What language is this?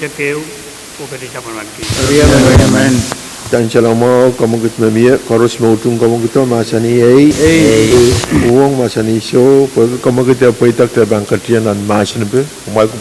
Pohnpeian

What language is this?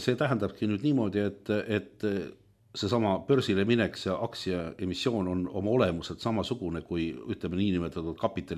Estonian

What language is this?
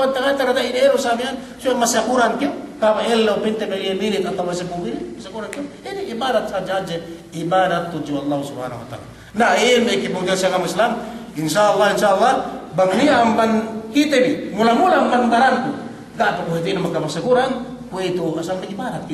Yakan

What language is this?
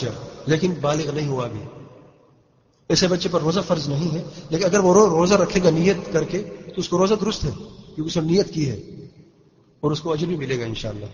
Urdu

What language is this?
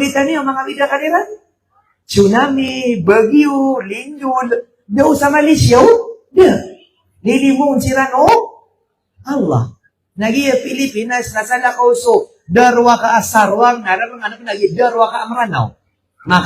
Maranao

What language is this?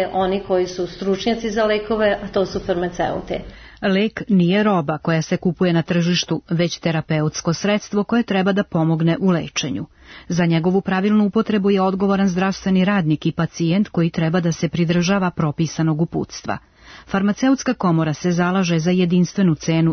Serbian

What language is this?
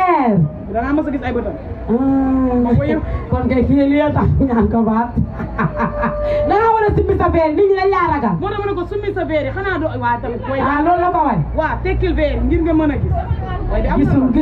Wolof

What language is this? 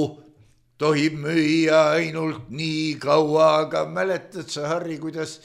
Estonian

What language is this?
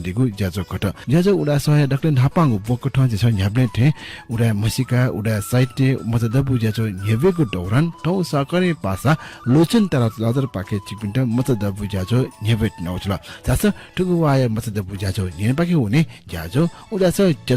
Newari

